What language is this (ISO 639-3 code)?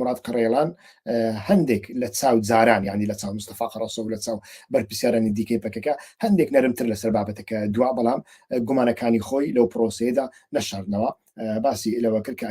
ckb